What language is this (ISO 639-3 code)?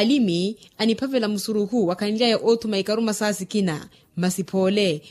vmw